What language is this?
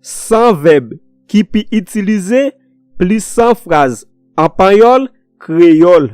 Haitian Creole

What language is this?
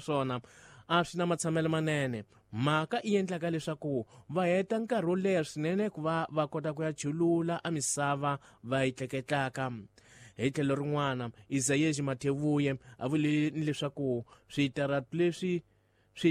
Tsonga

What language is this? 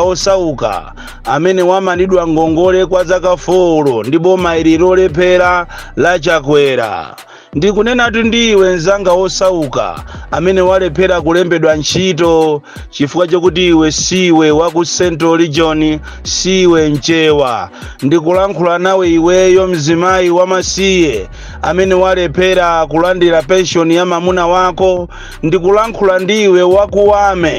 Nyanja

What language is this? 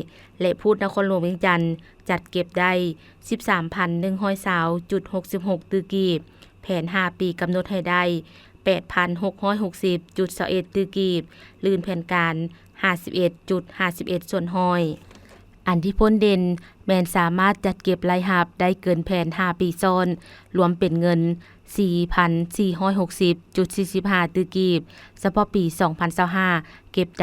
Lao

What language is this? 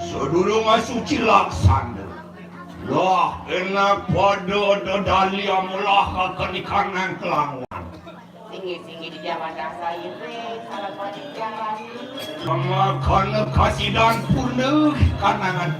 Balinese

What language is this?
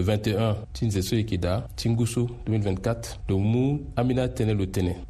Sango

